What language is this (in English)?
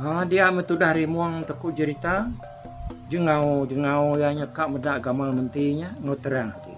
Iban